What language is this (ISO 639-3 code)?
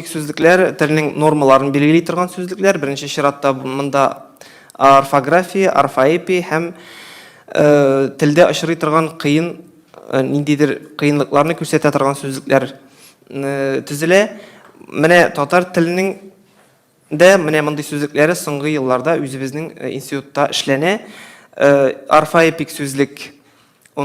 tat